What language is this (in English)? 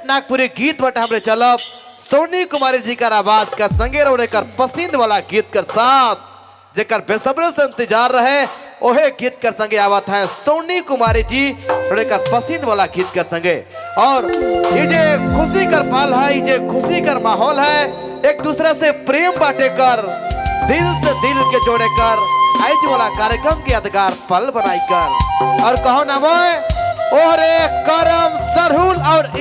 Sadri